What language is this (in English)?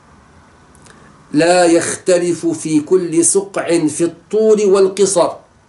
Arabic